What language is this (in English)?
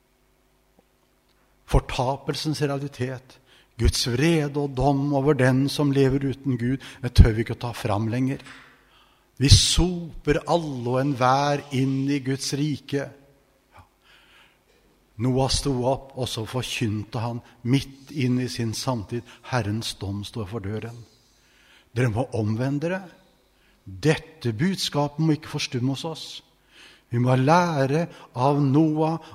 Norwegian